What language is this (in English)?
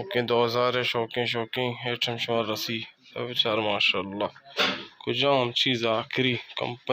Baluchi